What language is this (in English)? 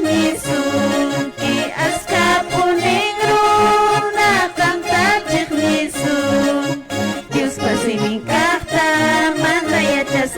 Quechua